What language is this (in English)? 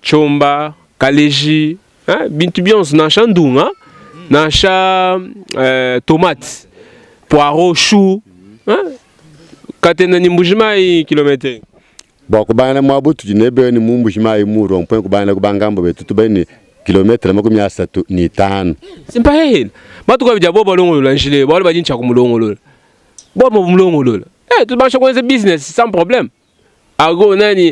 Luba-Lulua